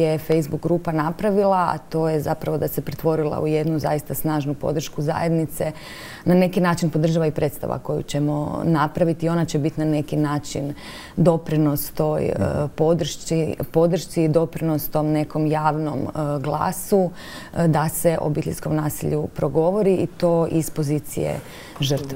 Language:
Croatian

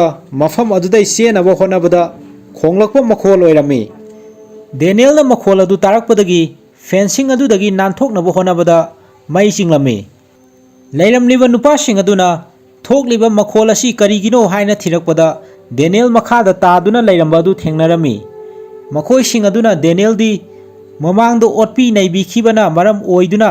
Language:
Manipuri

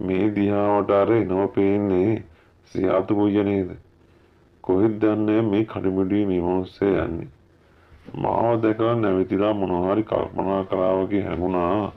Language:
Sinhala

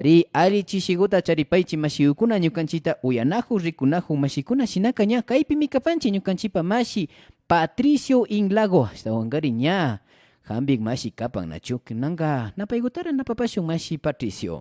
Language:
Imbabura Highland Quichua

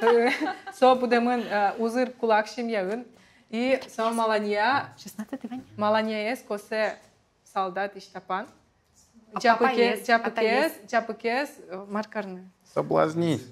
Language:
Udmurt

